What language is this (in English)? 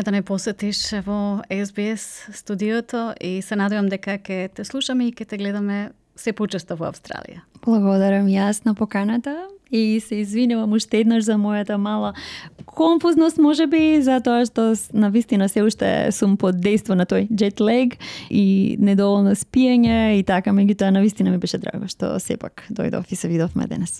Macedonian